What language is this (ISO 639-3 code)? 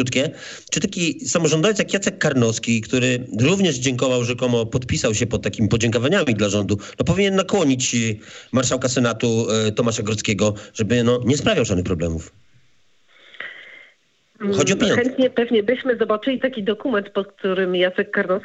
pol